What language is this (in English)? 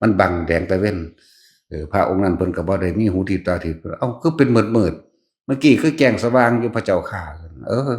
Northeastern Thai